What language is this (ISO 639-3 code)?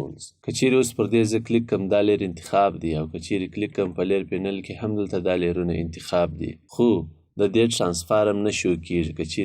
pus